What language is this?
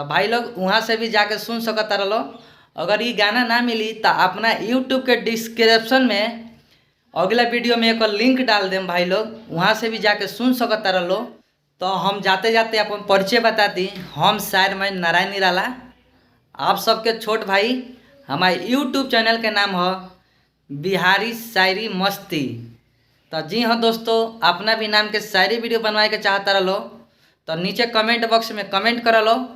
Bhojpuri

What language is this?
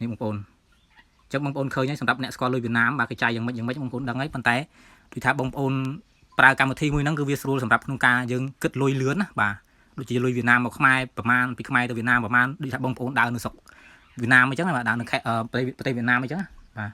Khmer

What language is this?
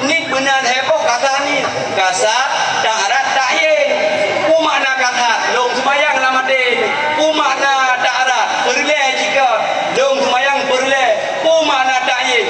Achinese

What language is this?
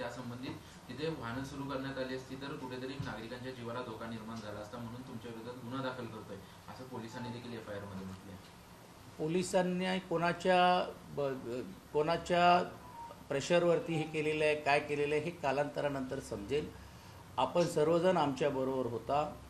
Marathi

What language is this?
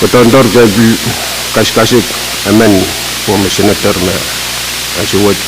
Pohnpeian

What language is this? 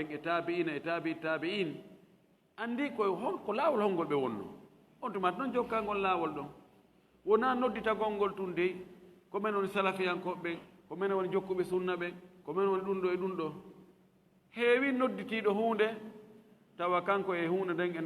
Fula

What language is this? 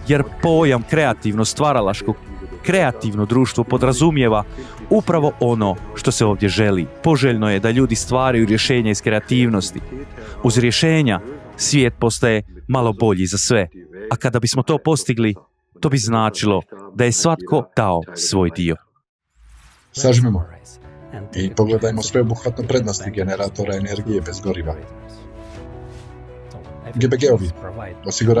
Croatian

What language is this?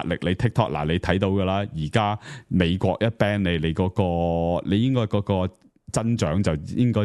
Cantonese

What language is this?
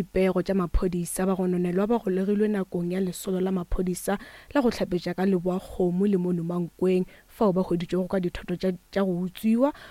Northern Sotho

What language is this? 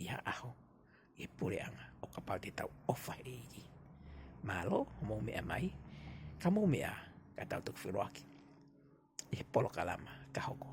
Tongan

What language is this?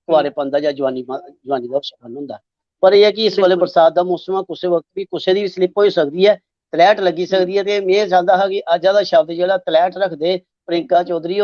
Dogri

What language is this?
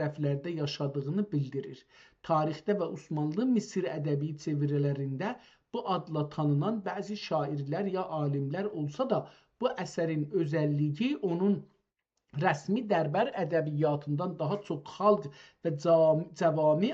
South Azerbaijani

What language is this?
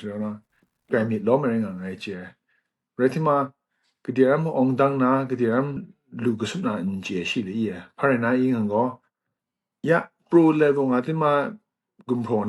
Kachin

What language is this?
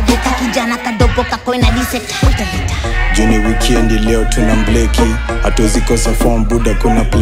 Swahili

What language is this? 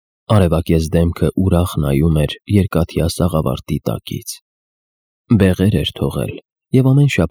Armenian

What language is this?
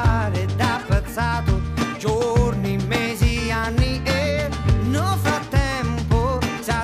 Sicilian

